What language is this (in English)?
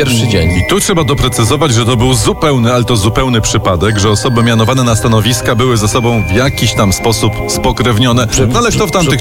Polish